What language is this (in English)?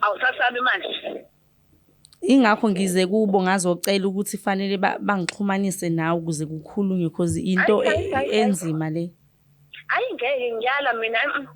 Zulu